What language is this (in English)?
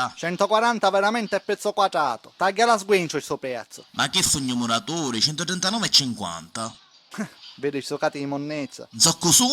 Sicilian